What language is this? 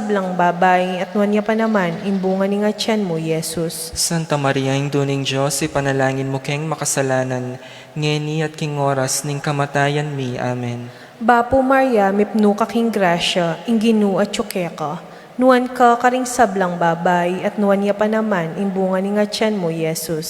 Pampanga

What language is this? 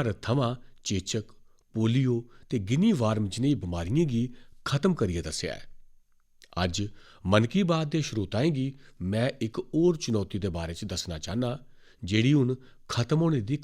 Dogri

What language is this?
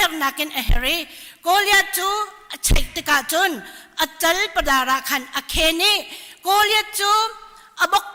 Hakha Chin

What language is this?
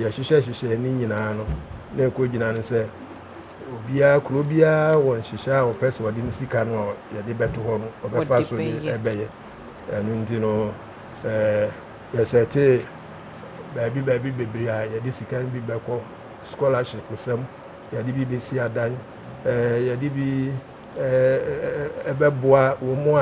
Akan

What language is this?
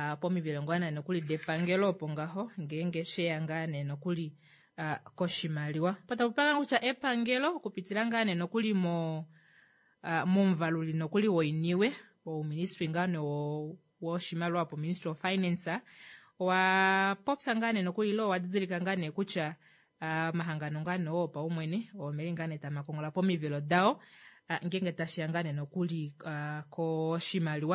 Kuanyama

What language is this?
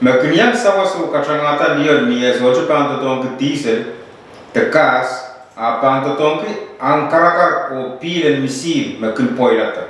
Pohnpeian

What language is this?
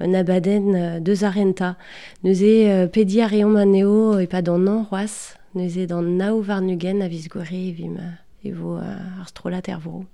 Breton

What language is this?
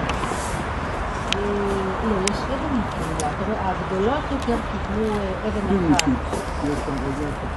Hebrew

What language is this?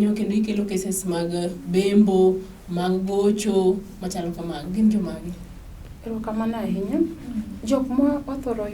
Luo (Kenya and Tanzania)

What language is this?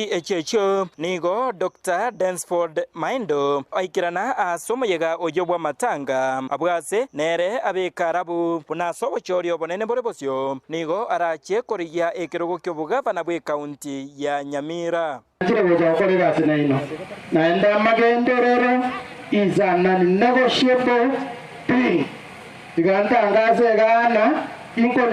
Gusii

